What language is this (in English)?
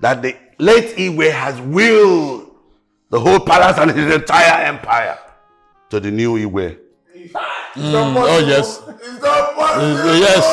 Nigerian Pidgin